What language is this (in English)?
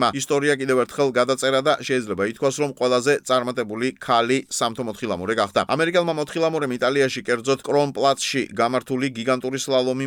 Georgian